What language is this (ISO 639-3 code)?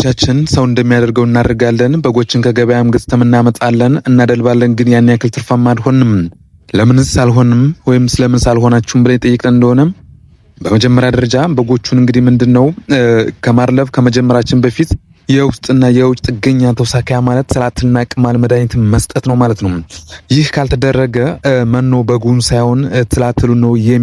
amh